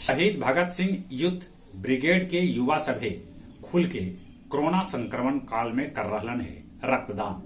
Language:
Magahi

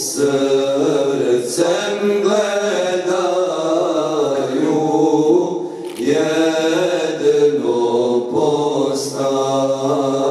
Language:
Croatian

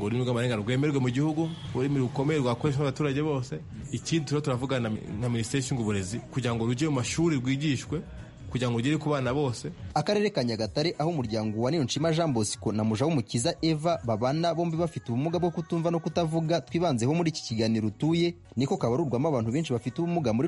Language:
Kinyarwanda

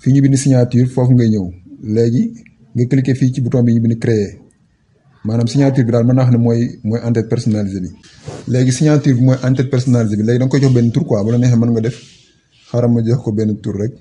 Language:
Wolof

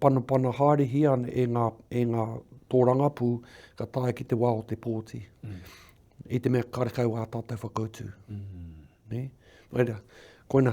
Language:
Māori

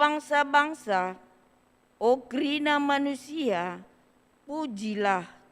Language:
Batak Karo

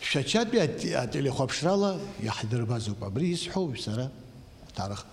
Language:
Abkhazian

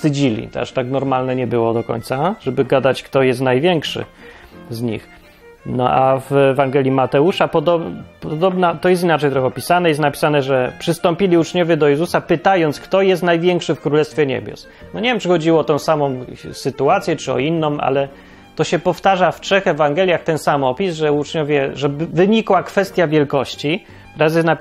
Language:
Polish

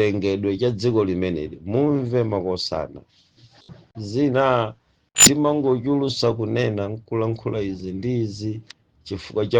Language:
Nyanja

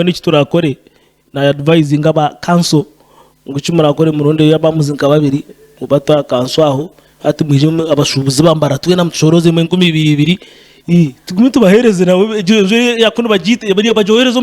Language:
Nyankole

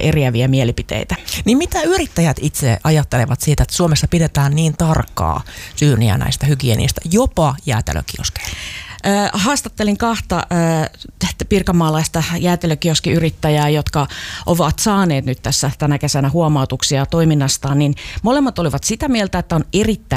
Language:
Finnish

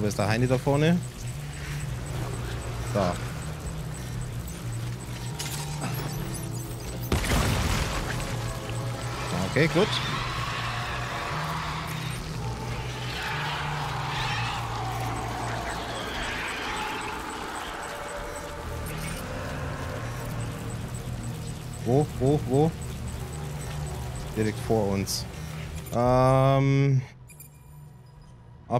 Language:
German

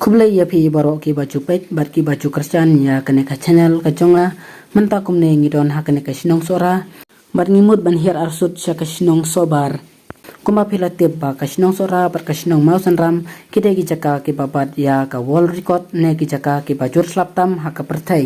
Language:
Khasi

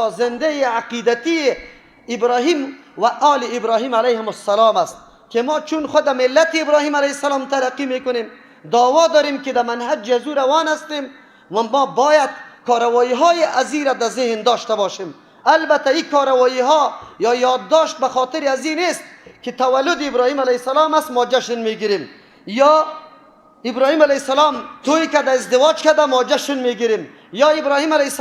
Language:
Persian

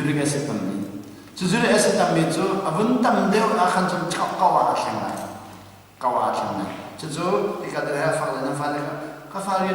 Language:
Hakha Chin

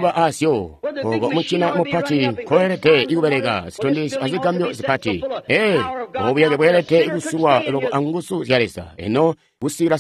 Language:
Tonga (Zambia)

